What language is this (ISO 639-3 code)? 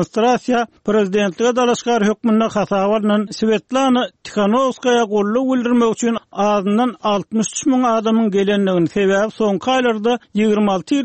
tuk